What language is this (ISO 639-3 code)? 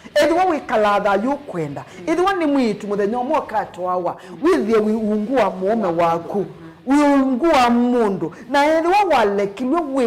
kam